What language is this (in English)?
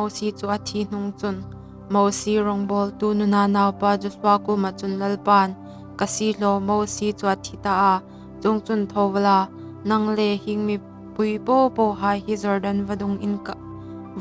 Hmar